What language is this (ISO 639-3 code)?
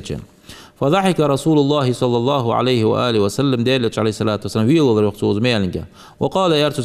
inh